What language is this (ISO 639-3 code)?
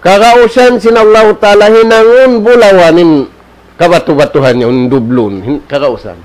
tsg